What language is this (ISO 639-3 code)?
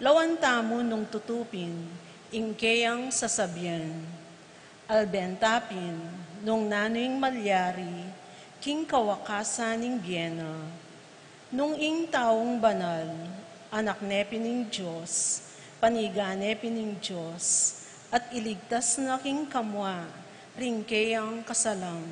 pam